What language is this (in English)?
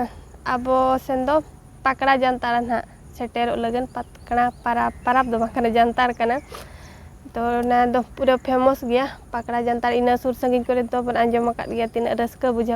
Santali